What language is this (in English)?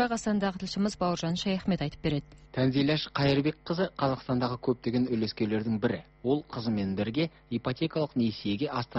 Kazakh